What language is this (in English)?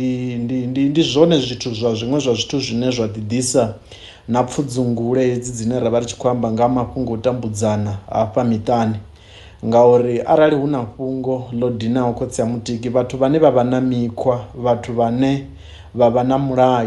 Venda